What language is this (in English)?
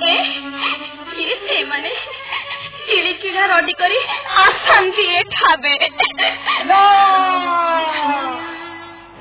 Odia